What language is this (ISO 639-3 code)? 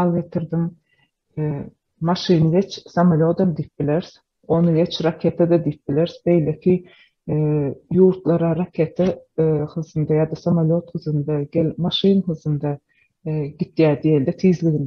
tuk